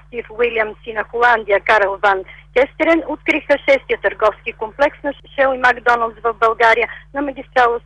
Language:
Bulgarian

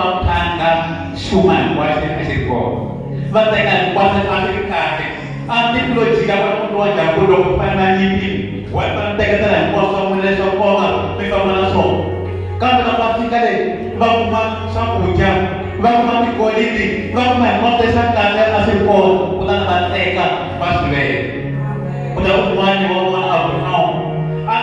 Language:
Tsonga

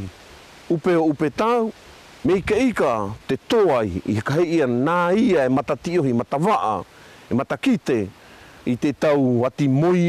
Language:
South Marquesan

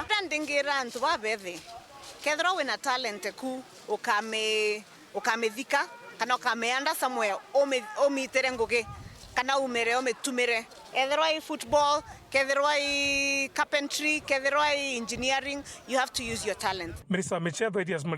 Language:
Meru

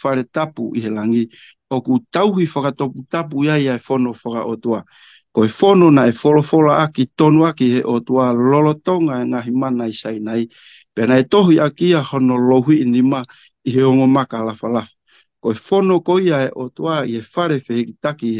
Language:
Tongan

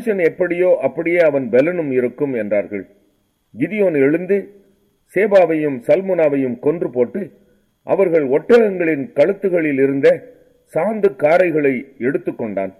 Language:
Tamil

